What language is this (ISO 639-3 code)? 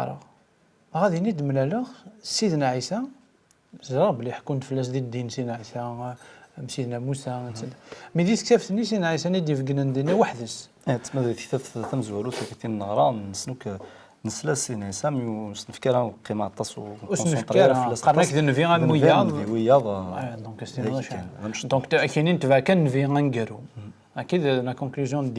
kab